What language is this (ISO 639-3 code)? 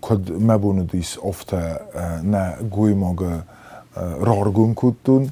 oss